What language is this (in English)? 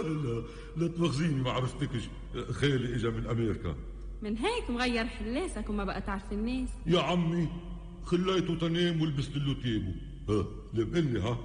North Levantine Arabic